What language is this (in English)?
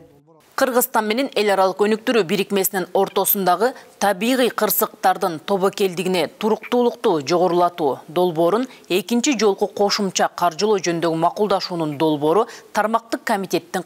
Kyrgyz